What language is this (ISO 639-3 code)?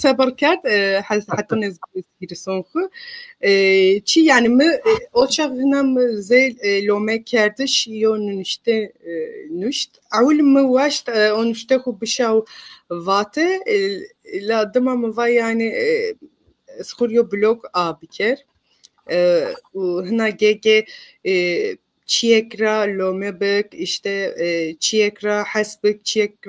zza